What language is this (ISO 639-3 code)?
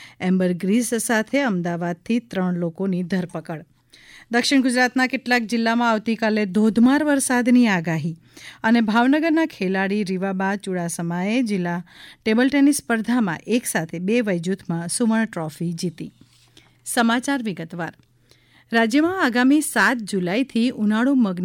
guj